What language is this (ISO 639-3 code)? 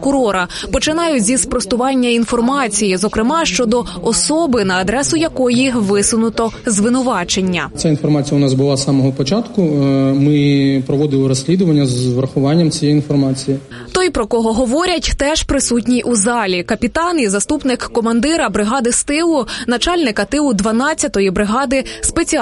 ukr